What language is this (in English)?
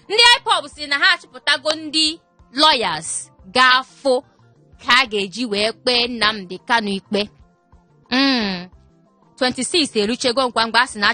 Igbo